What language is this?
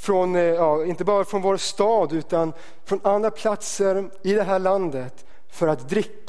Swedish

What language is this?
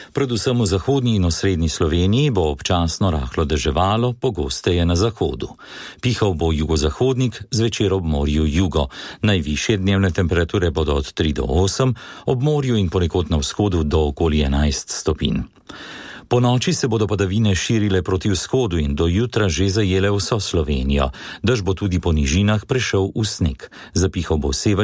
Slovenian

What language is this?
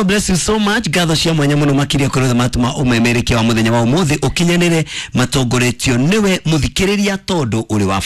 Kikuyu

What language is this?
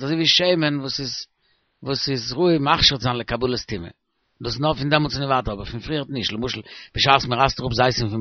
Yiddish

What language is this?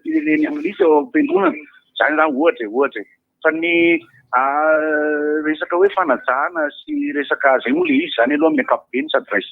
Malagasy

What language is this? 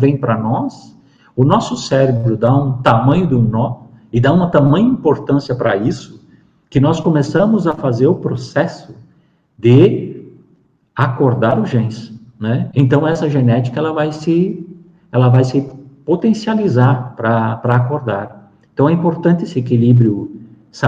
Portuguese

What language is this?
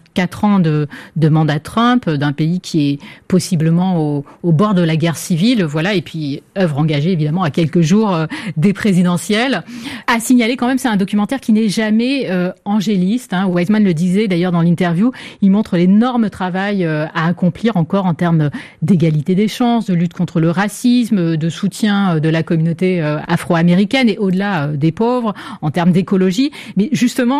French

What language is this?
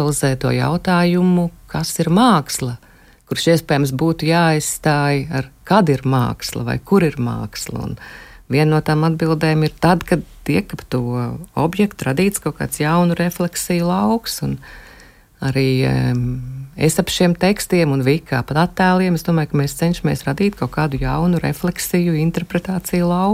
Latvian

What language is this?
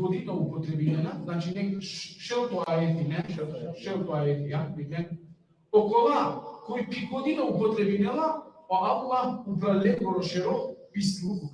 Balkan Romani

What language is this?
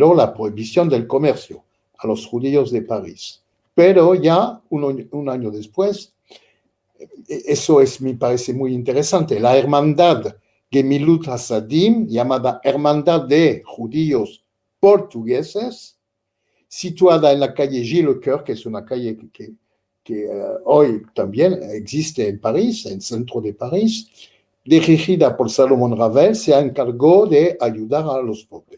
Ladino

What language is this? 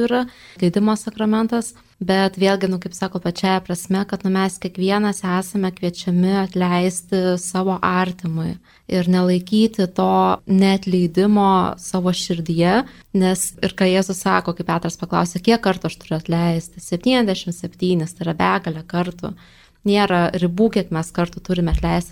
Lithuanian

